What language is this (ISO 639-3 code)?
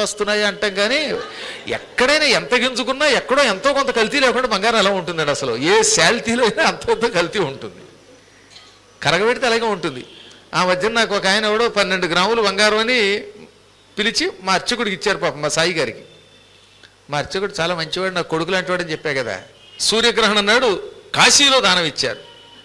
tel